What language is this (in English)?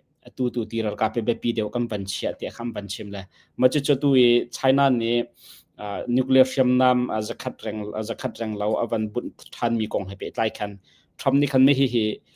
Hakha Chin